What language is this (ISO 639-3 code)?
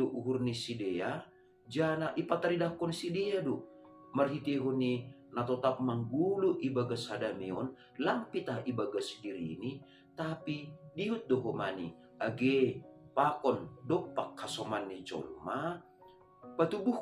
bts